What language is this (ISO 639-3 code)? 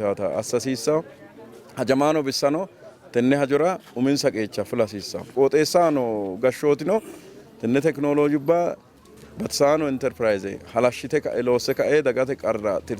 sid